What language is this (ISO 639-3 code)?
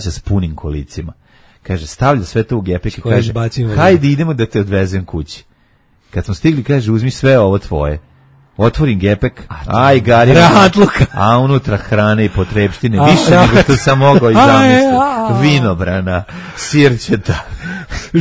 srp